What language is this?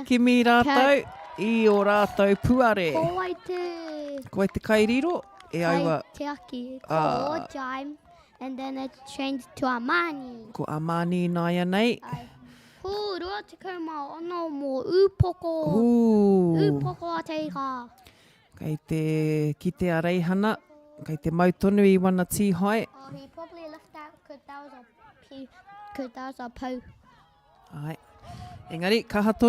Māori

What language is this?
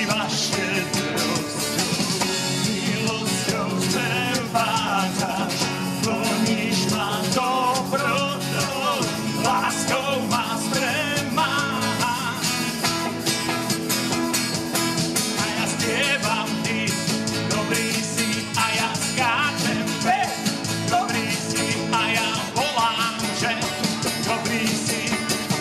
Slovak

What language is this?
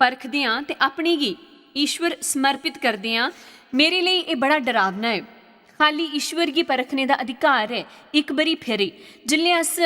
Dogri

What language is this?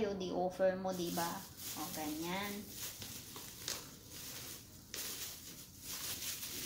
Filipino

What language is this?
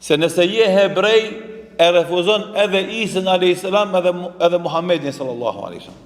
Albanian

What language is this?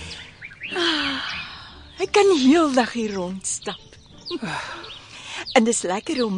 Afrikaans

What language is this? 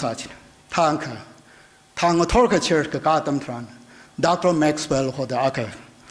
Tangkhul Naga (India)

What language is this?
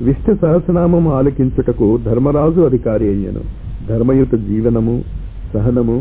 Telugu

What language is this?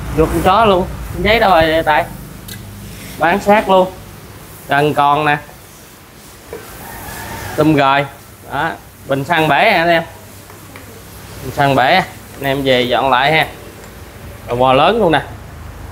Vietnamese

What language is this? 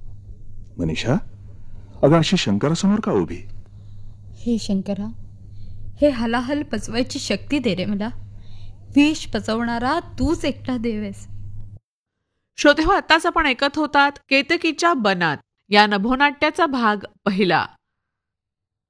Marathi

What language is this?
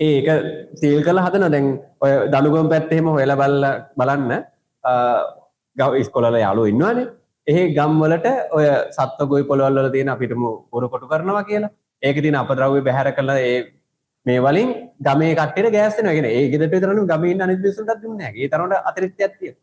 Sinhala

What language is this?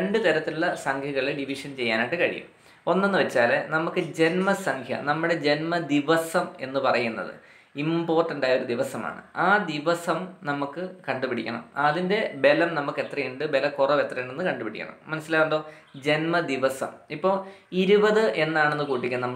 Malayalam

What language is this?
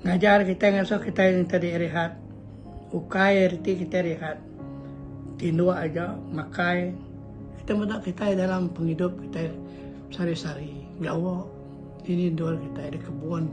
Iban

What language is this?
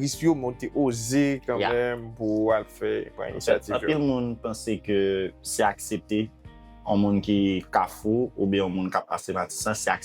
Haitian Creole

